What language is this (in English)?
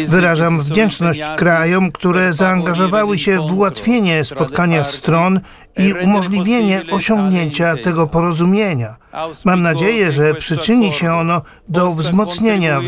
Polish